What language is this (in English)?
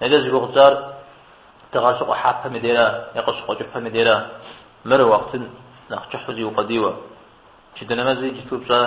Kabardian